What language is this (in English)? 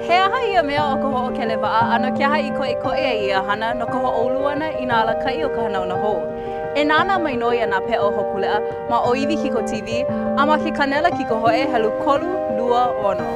Hawaiian